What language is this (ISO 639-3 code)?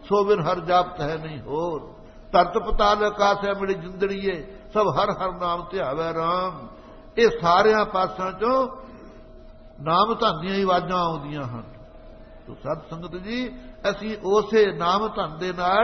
pan